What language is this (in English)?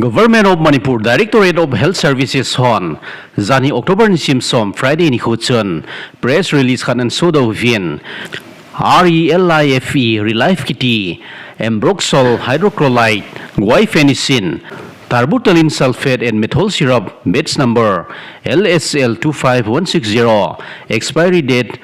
Thado Chin